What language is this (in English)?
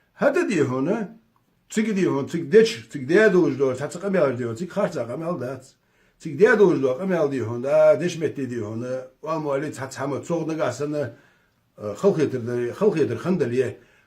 Ingush